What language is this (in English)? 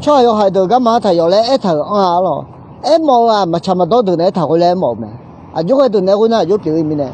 Akha